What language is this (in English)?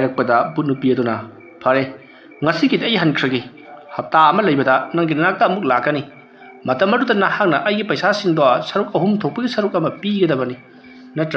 Manipuri